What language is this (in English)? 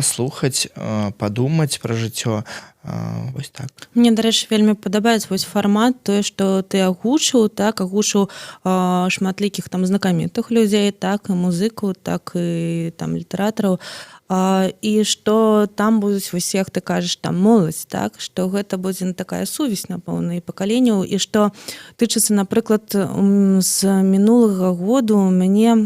Belarusian